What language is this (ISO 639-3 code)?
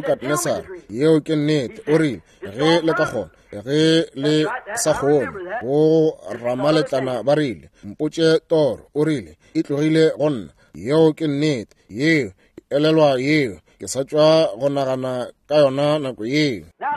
nso